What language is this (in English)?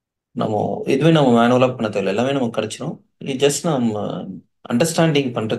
Tamil